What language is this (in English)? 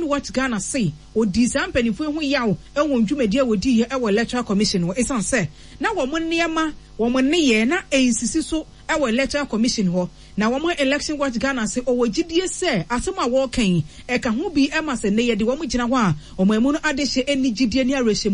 Akan